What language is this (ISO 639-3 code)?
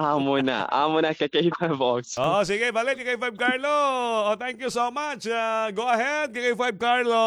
war